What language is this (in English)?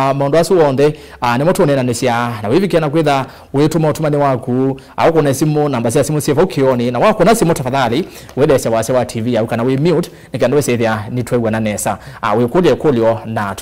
Kamba